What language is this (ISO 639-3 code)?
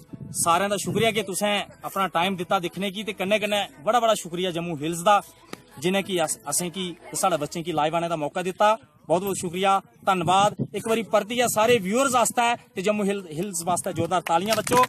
doi